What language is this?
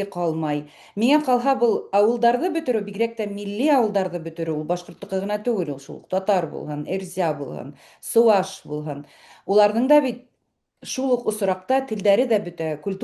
Bashkir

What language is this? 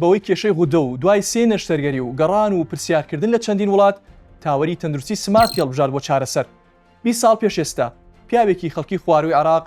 Central Kurdish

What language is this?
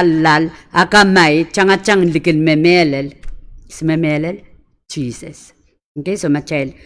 Pohnpeian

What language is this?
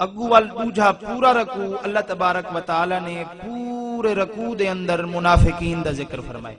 Saraiki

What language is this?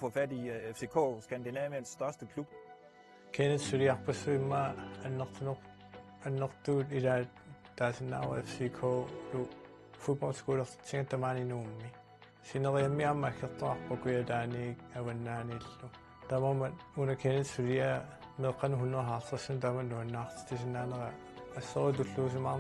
Kalaallisut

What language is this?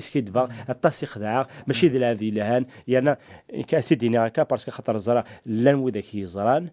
Kabyle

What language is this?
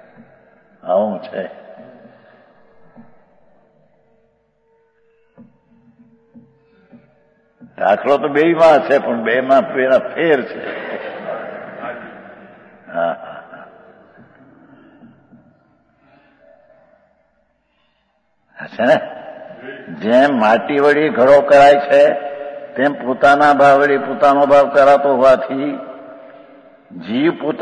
Gujarati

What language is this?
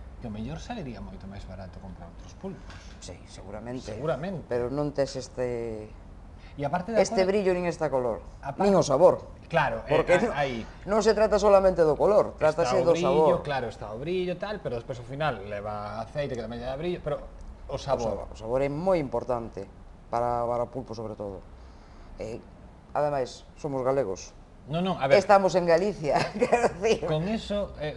Galician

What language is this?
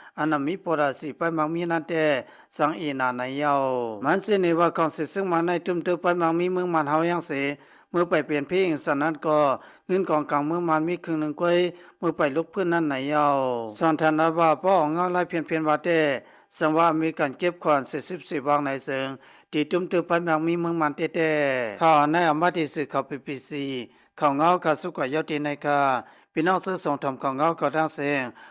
Shan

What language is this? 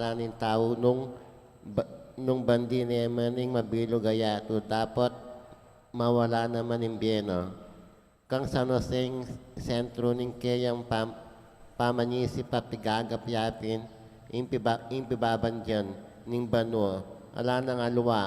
Pampanga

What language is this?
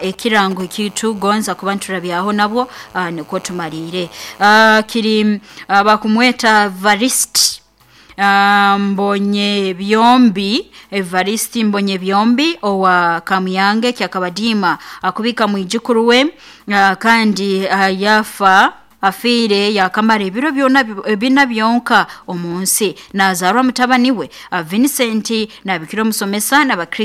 Nyoro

